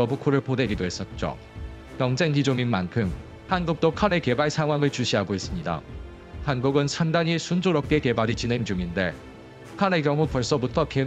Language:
Korean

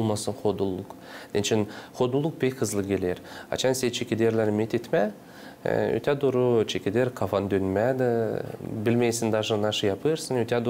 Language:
Gagauz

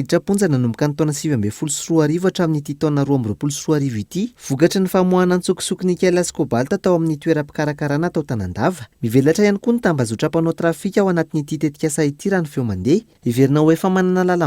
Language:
Malagasy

